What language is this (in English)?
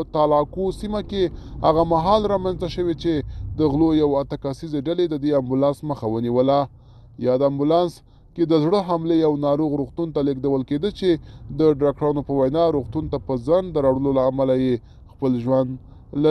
Pashto